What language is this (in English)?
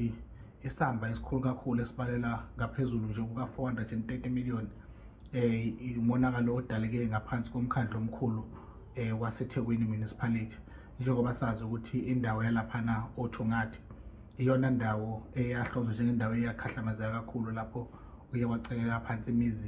Zulu